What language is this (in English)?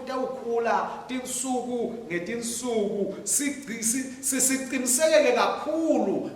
Swati